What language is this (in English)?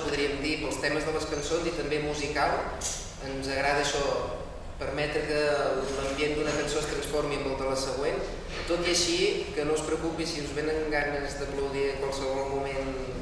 Catalan